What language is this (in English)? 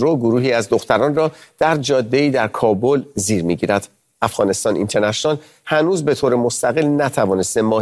Persian